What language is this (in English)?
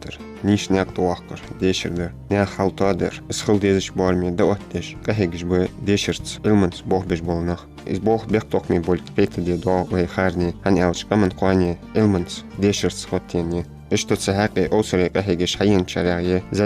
Ingush